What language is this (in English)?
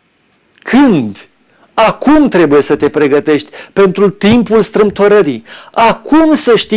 Romanian